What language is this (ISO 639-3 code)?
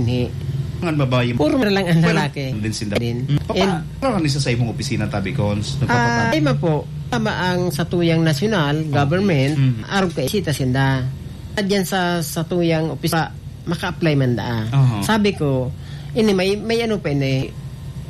bik